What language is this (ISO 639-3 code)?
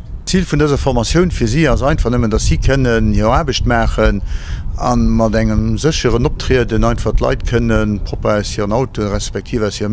ltz